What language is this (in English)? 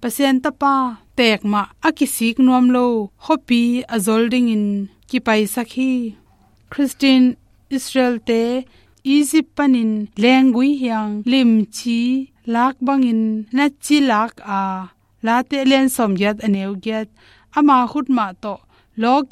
Tedim Chin